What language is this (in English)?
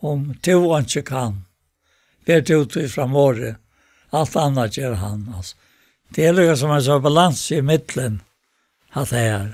Faroese